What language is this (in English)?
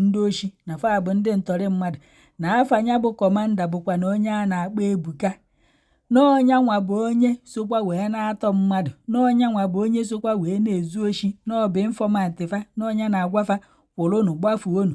Igbo